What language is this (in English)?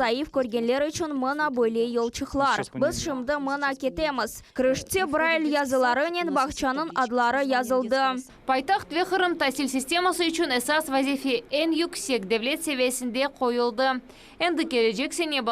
Crimean Tatar